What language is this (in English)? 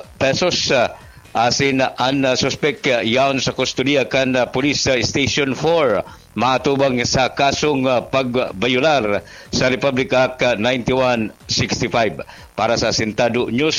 Bikol